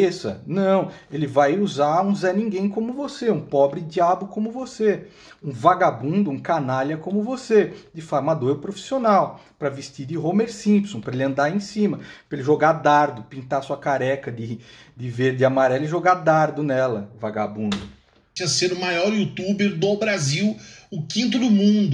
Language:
Portuguese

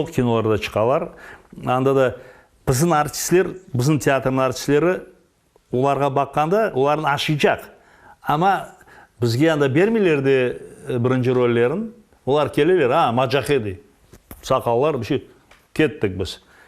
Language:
Crimean Tatar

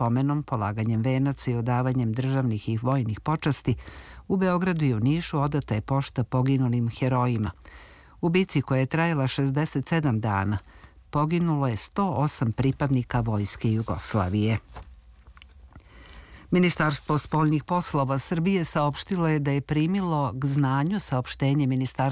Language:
Serbian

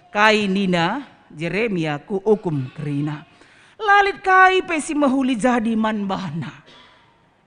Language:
Batak Karo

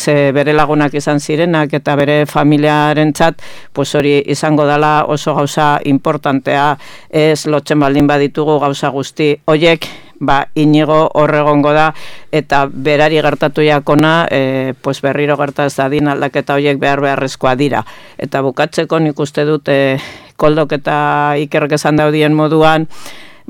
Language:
Basque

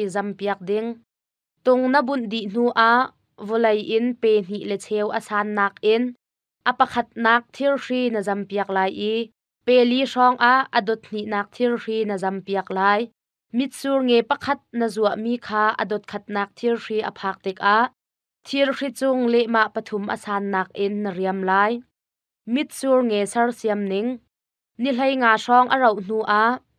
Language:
Hakha Chin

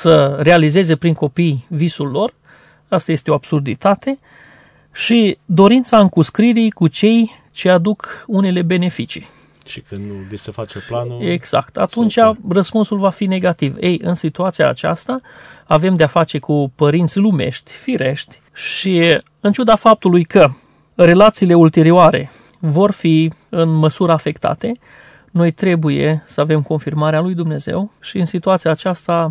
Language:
Romanian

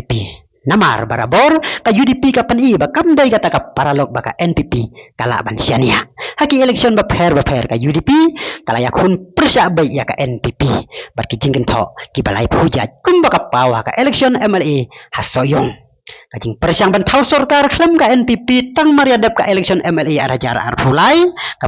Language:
Khasi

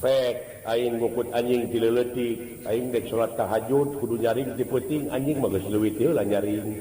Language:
Sundanese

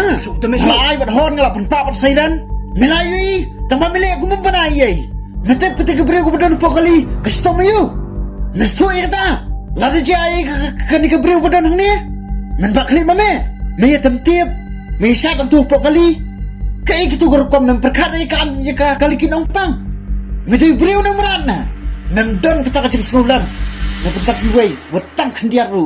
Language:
Khasi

